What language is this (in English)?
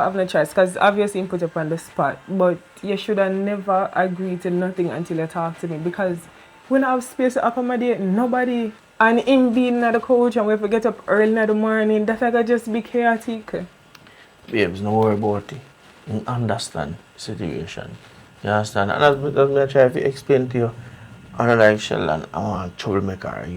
Jamaican Creole English